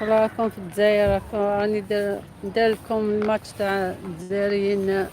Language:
Algerian Arabic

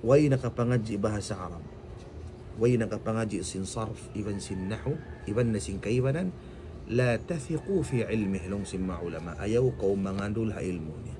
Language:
Tausug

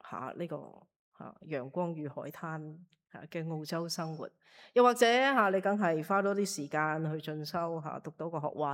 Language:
Cantonese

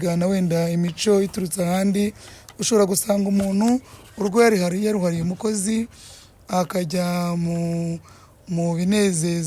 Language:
Kinyarwanda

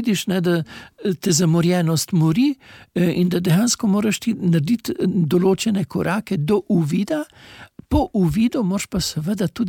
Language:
Slovenian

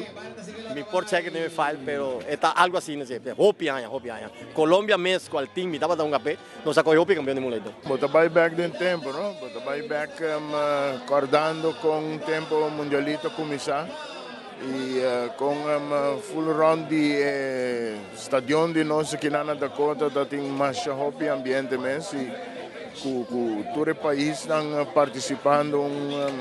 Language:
Papiamento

